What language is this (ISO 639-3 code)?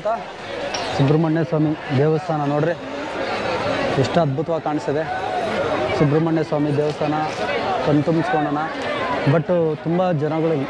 kan